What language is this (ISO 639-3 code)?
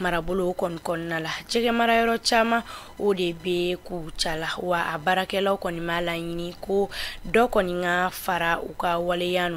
bam